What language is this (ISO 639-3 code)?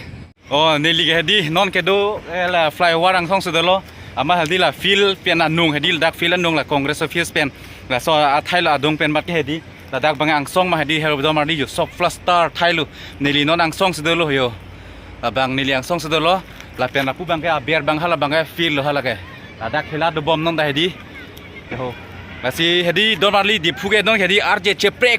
mjw